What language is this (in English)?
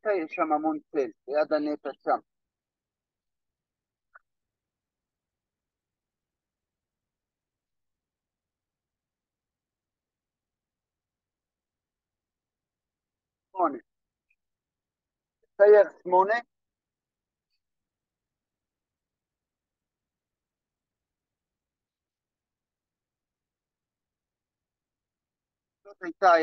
Hebrew